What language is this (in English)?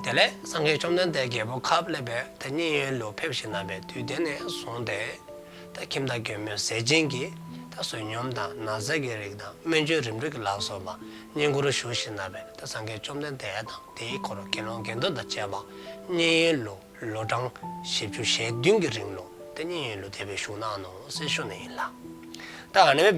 Dzongkha